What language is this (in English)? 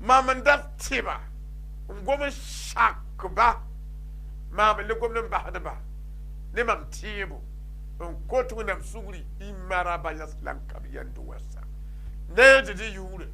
Mossi